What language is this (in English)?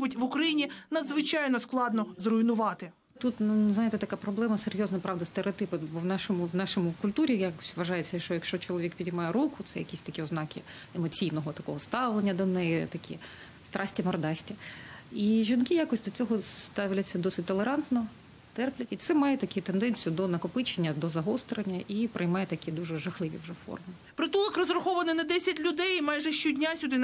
Ukrainian